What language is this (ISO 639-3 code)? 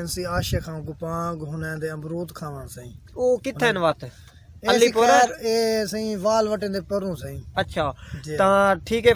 skr